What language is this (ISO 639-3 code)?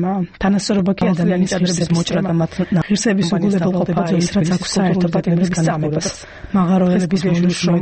kat